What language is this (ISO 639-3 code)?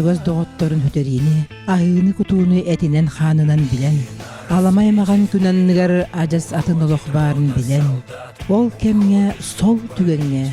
sah